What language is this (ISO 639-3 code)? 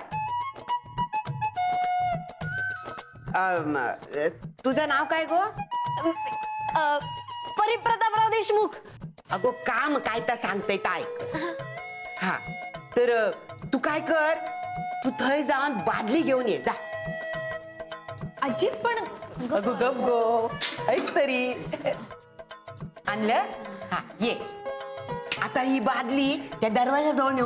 mar